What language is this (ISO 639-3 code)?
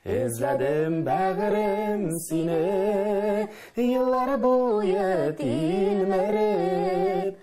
tat